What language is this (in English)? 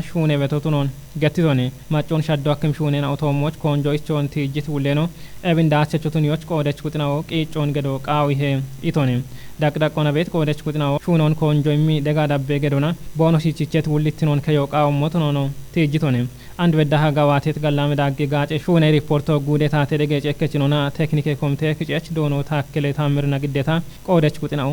Kafa